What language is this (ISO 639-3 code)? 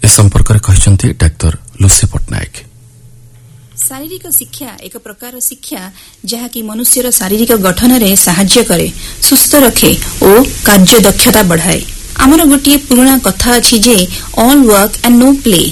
ori